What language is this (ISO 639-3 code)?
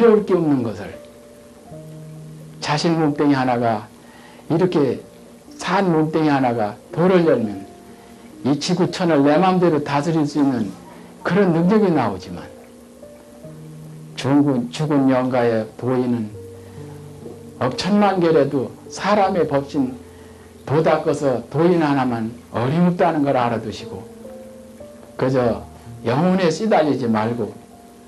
kor